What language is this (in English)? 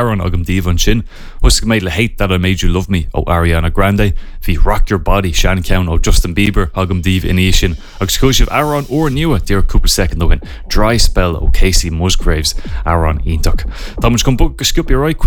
Irish